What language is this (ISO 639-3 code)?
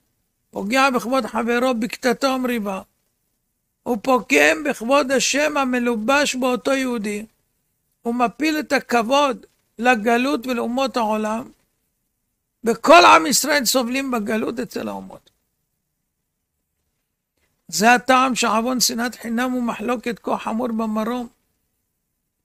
heb